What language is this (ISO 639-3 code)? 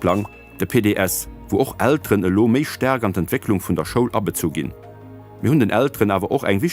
ltz